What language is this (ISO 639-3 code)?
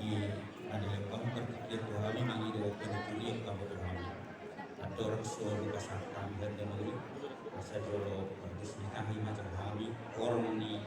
bbc